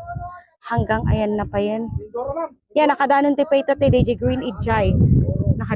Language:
Iloko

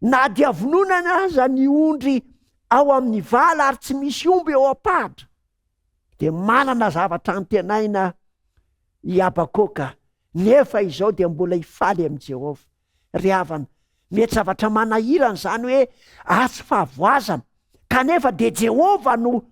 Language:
Malagasy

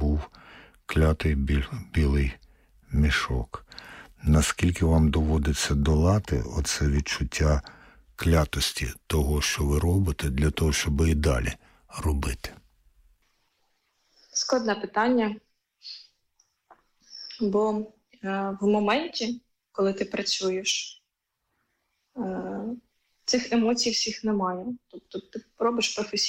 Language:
Ukrainian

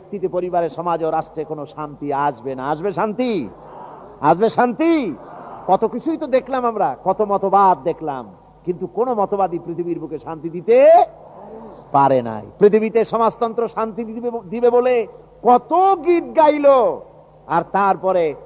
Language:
Bangla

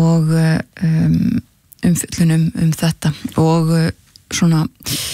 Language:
Icelandic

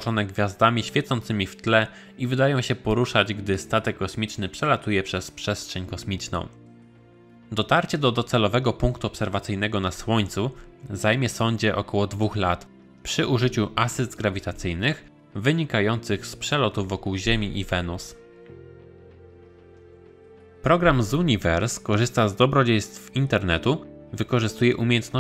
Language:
Polish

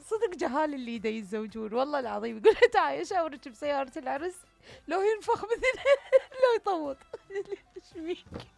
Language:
Mesopotamian Arabic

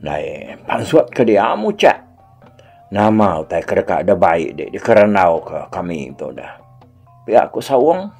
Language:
Iban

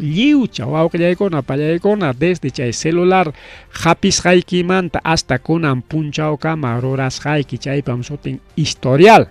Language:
Ayacucho Quechua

